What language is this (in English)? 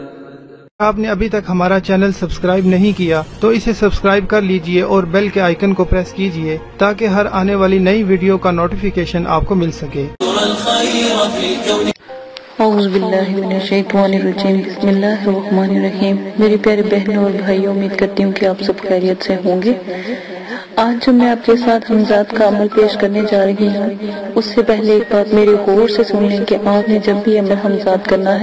Urdu